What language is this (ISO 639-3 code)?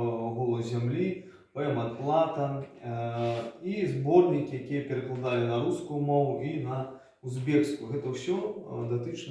bel